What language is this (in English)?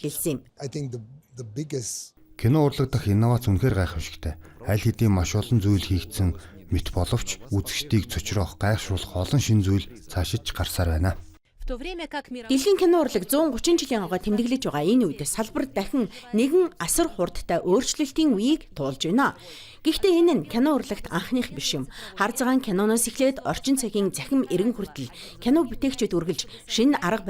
Mongolian